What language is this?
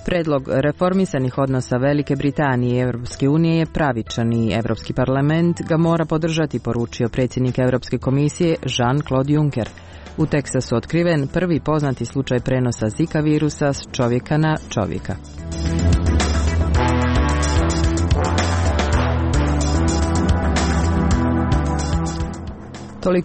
Croatian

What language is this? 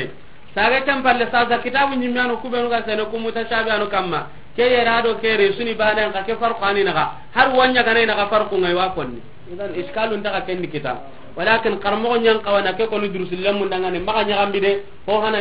Soninke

